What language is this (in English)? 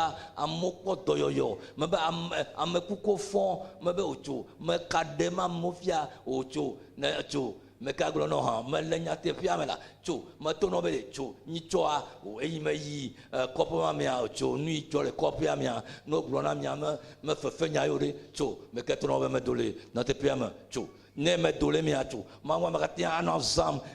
Ewe